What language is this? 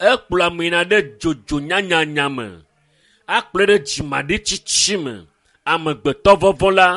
Ewe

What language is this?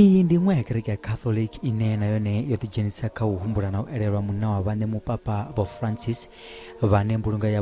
Venda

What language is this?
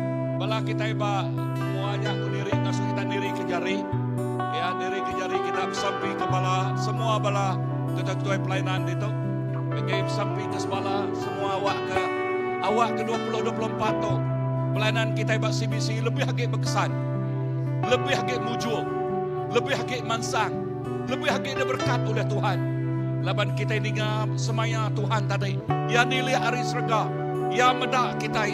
Iban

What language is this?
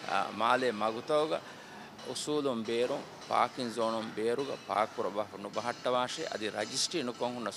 Divehi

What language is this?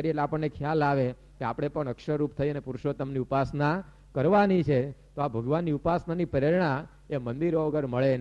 Gujarati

